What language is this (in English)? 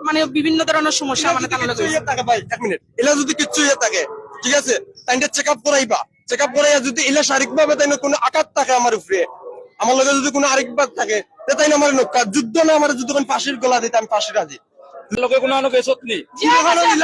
Sylheti